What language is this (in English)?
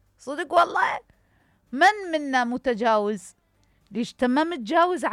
Mesopotamian Arabic